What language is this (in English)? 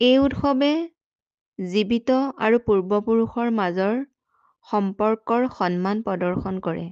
Assamese